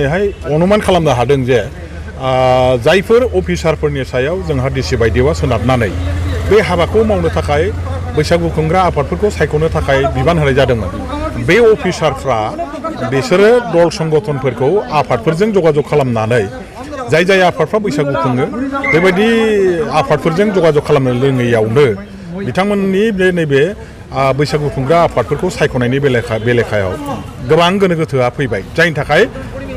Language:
Bodo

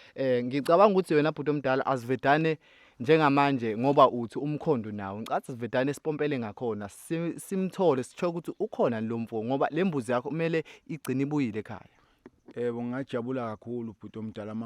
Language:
Zulu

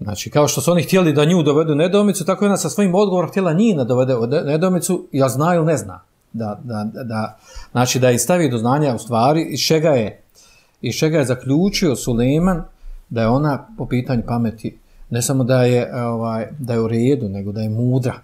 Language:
Bosnian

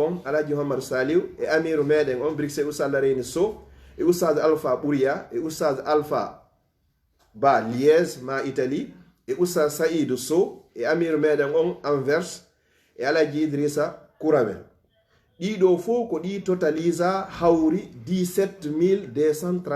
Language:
Fula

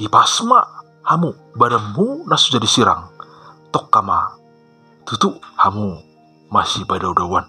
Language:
Batak Toba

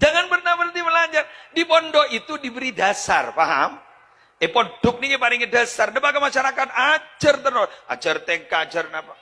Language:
Madurese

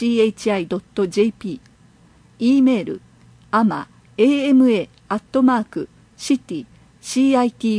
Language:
Japanese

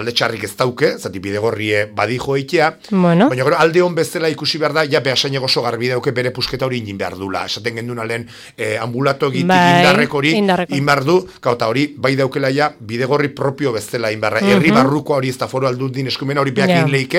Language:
Basque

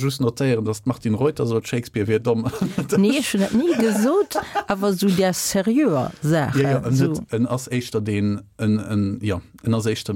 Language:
Luxembourgish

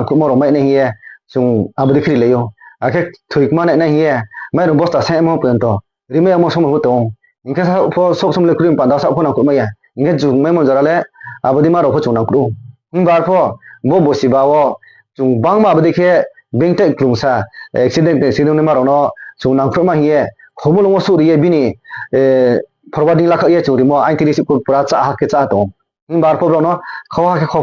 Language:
Kok Borok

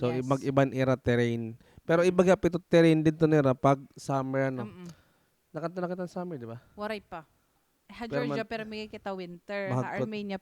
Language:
Waray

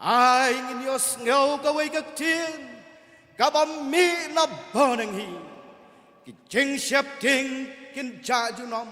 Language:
Khasi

